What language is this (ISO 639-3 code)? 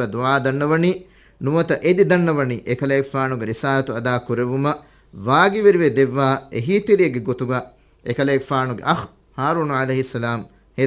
div